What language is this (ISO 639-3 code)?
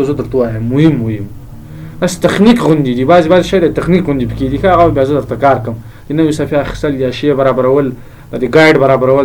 pus